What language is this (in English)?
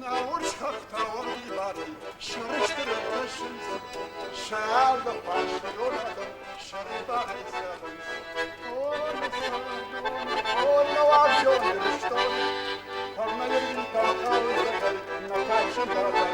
Ossetic